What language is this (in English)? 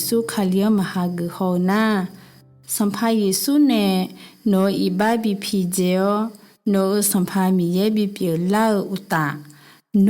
Akha